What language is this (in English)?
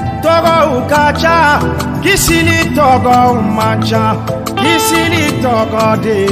Bambara